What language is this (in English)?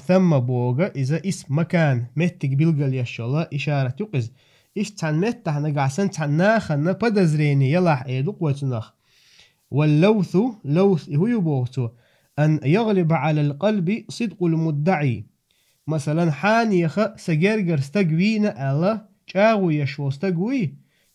Chechen